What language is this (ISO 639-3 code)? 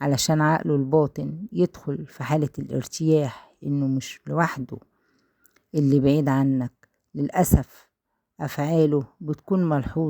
arz